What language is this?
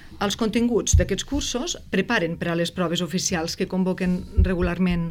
Catalan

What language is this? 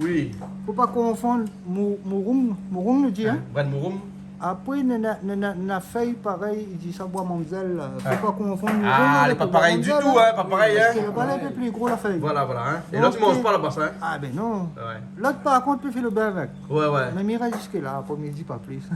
Réunion Creole French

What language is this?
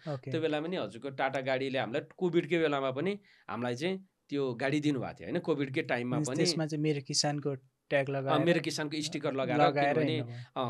Nepali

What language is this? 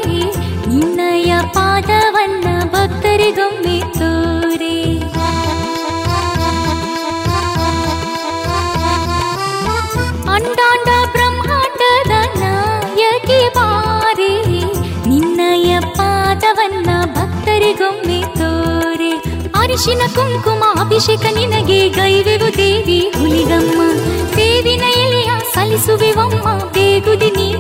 Kannada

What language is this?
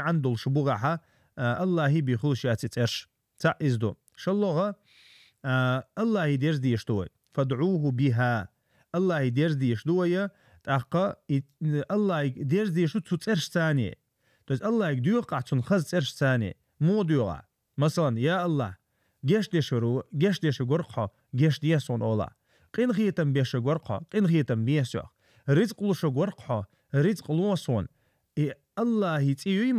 Chechen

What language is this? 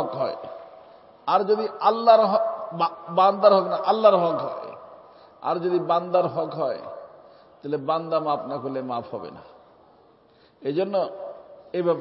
Bangla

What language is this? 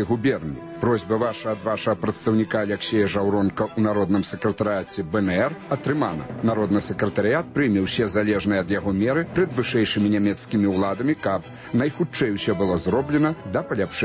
Belarusian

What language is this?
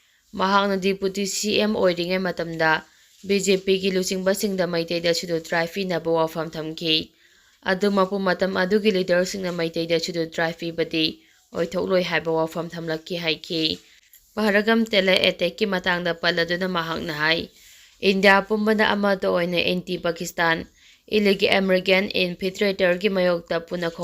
Manipuri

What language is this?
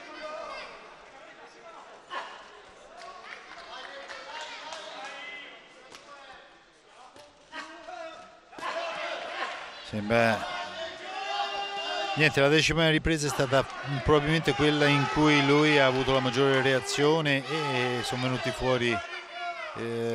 Italian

